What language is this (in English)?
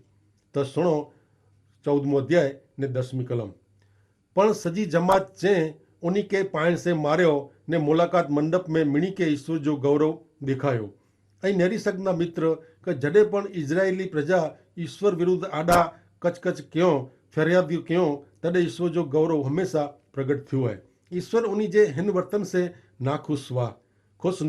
Kachhi